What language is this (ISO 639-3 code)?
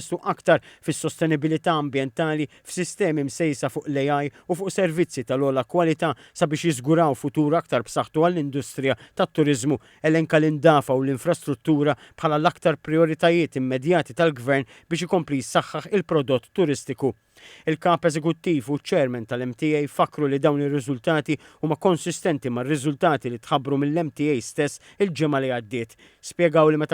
mlt